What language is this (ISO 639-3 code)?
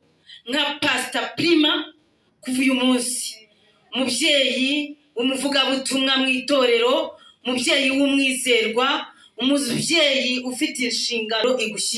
kin